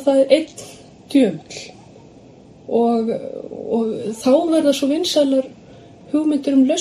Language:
Icelandic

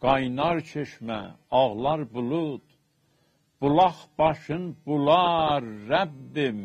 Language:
South Azerbaijani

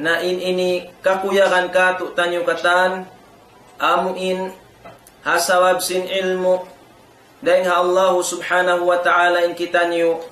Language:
Tausug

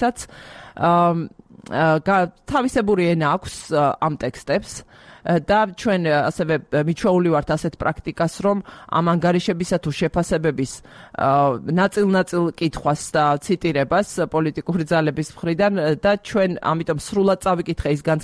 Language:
Georgian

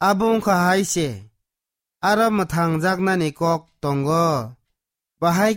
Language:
Kok Borok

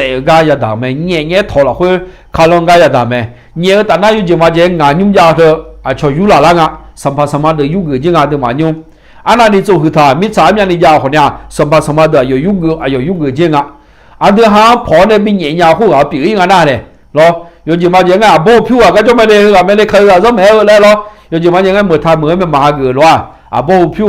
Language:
Akha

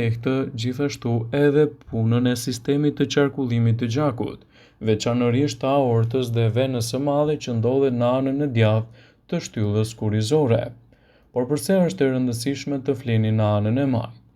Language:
Albanian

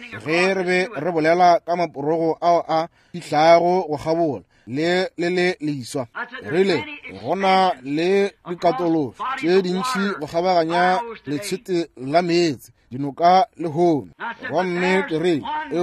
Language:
Northern Sotho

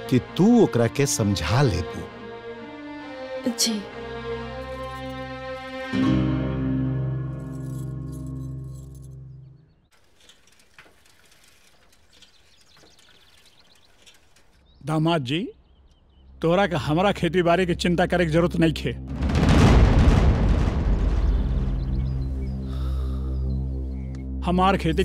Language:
Bhojpuri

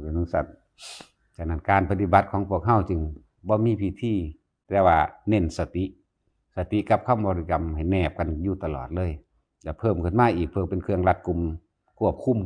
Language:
Northeastern Thai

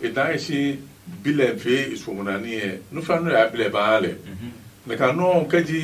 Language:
Adangme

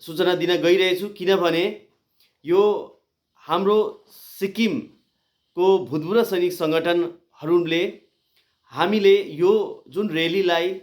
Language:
Nepali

